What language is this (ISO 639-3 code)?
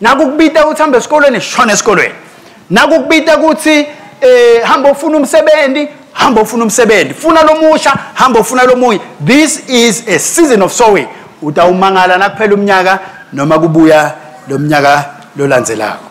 ssw